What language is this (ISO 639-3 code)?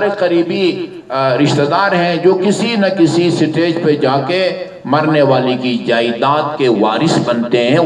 urd